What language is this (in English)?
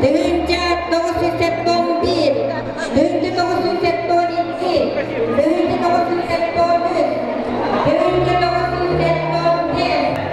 Yakut